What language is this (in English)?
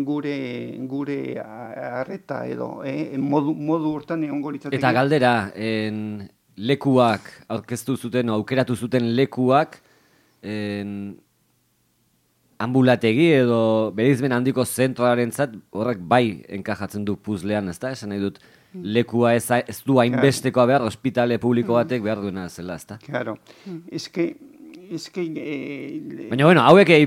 Basque